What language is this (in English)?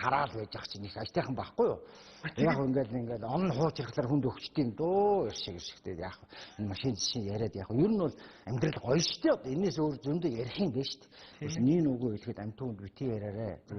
Mongolian